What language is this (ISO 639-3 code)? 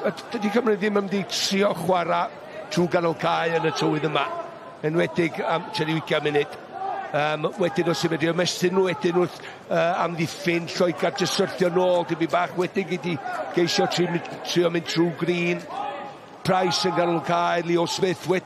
cym